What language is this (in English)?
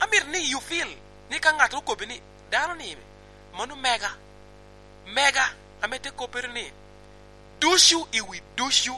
Lango (Uganda)